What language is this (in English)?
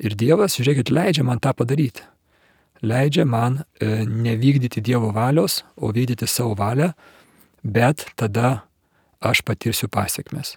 Lithuanian